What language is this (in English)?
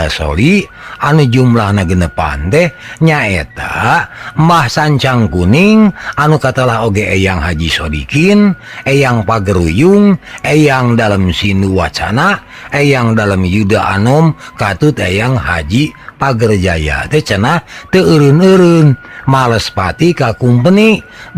Sundanese